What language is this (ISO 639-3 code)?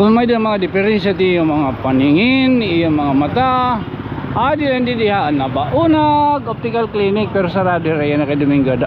war